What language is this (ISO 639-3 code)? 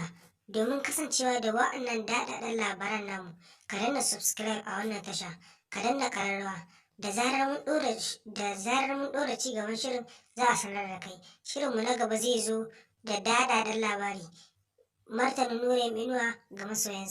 hau